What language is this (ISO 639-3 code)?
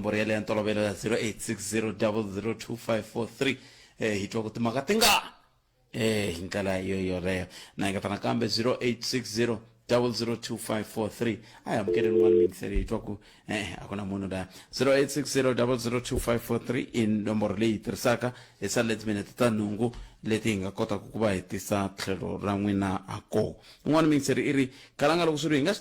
tso